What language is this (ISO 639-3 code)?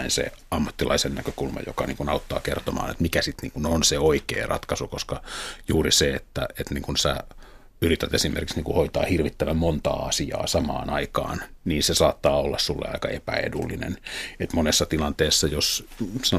fin